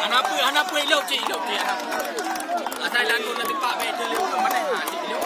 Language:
Achinese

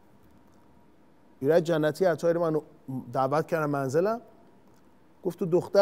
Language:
Persian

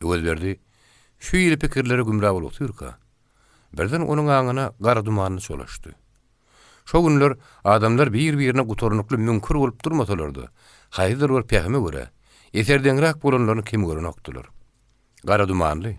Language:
Turkmen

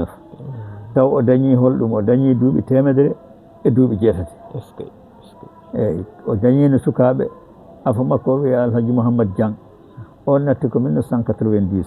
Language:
Fula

